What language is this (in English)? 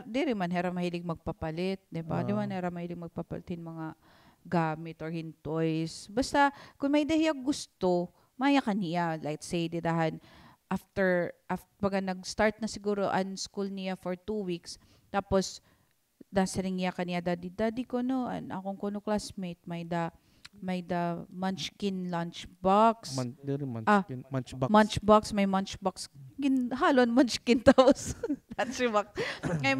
Waray